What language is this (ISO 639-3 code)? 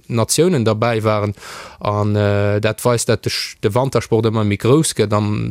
ltz